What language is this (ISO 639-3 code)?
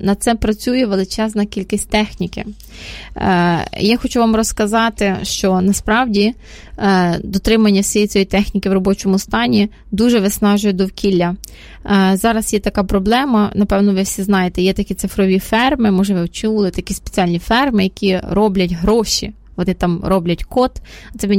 ukr